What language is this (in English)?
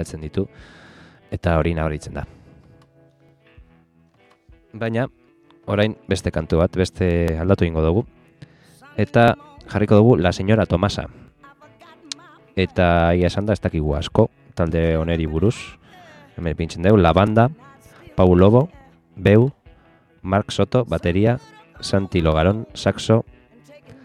Basque